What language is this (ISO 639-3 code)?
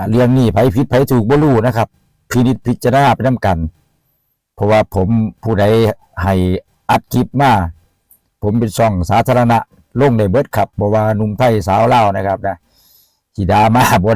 tts